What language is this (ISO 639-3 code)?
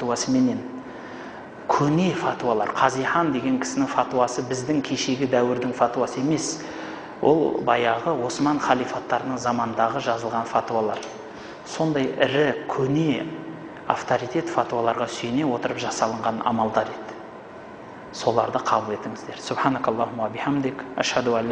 kaz